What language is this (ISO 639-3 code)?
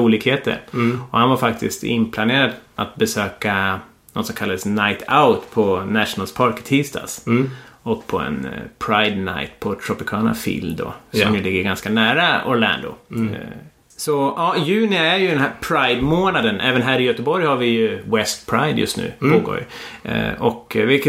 swe